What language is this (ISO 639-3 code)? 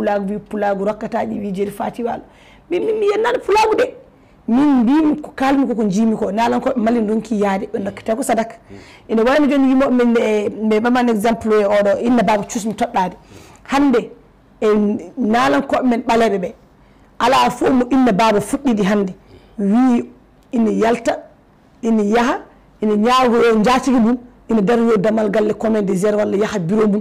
ful